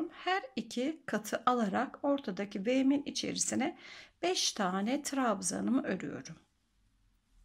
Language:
Turkish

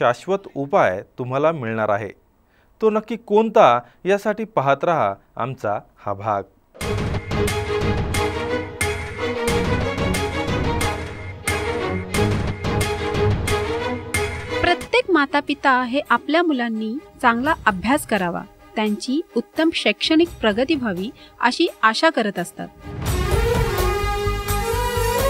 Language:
Marathi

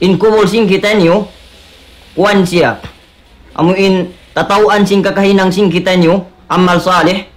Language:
Tausug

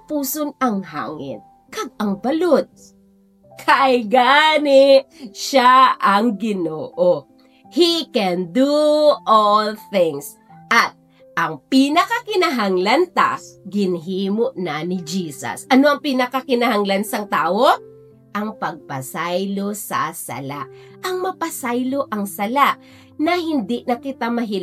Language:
Hiligaynon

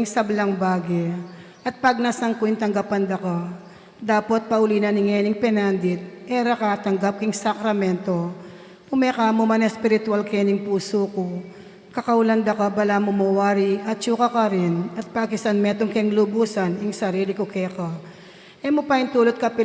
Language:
Pampanga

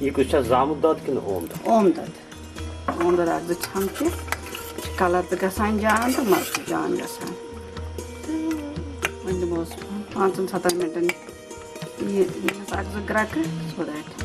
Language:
Kashmiri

